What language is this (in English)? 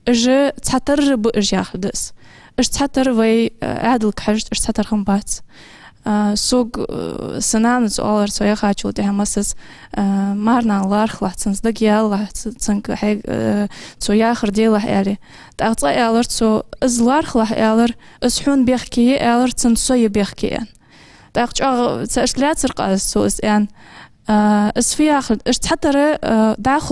Ingush